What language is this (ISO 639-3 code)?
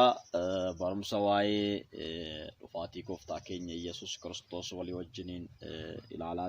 orm